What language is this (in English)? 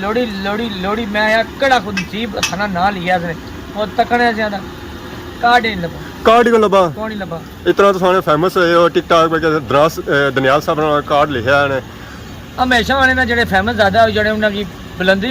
Pahari-Potwari